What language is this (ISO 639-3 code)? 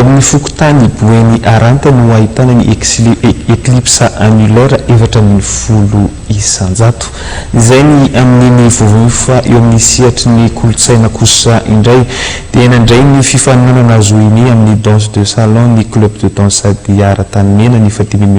mlg